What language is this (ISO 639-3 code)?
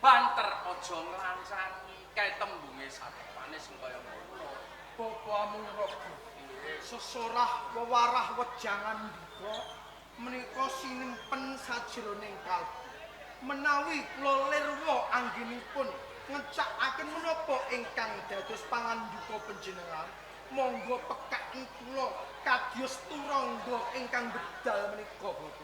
jav